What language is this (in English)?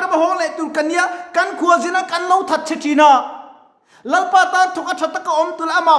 Mizo